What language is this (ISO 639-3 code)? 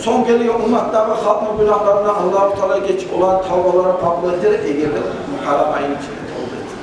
kum